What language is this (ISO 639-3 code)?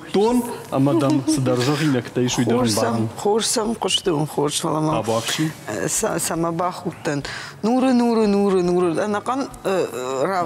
oss